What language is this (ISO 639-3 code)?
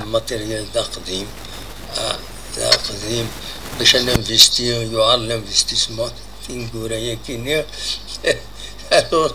kab